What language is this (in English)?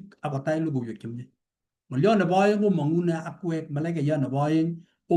Kalenjin